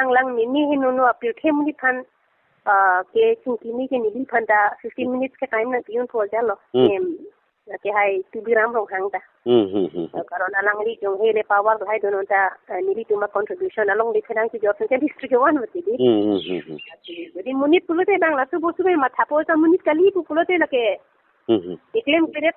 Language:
Karbi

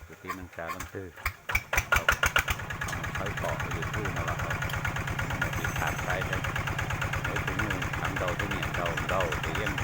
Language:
Hmong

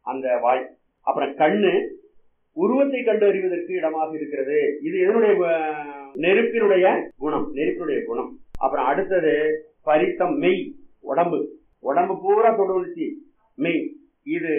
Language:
Tamil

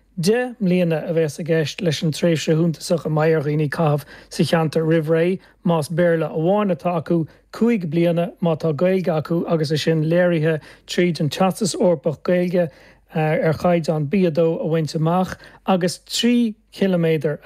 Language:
Irish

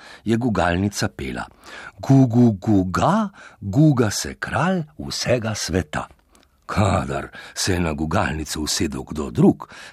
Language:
Slovenian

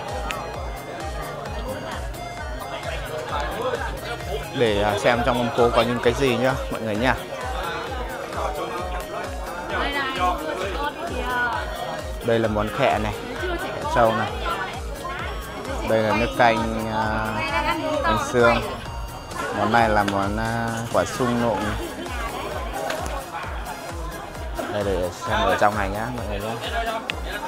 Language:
Vietnamese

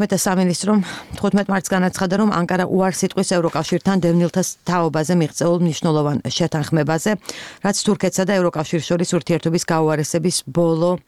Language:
Georgian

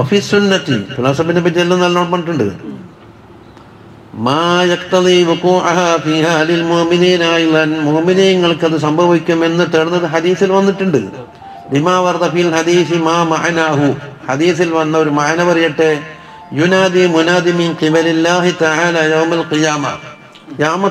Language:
Malayalam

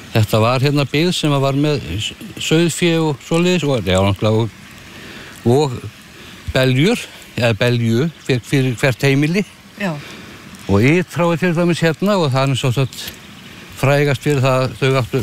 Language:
Icelandic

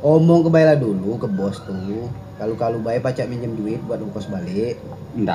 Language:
Minangkabau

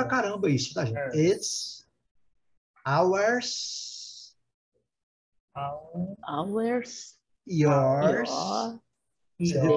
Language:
Portuguese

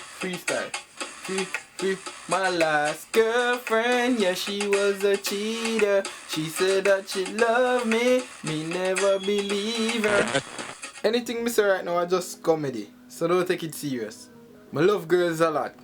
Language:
Jamaican Creole English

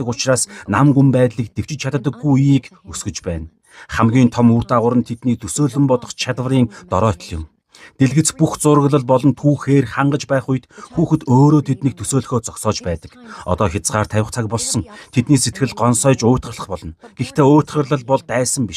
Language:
Mongolian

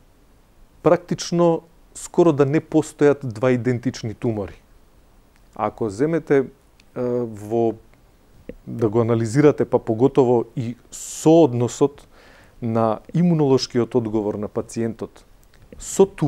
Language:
Macedonian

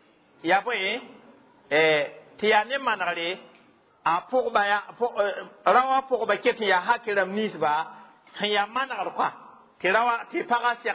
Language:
Mossi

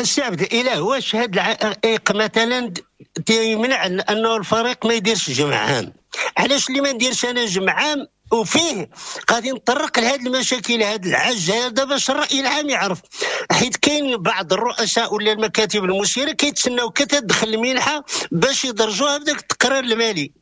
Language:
Moroccan Arabic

